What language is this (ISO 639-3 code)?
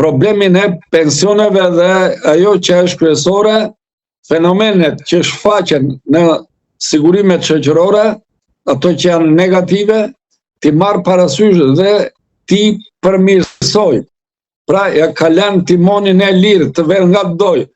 sqi